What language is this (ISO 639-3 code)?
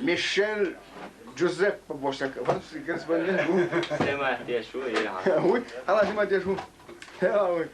che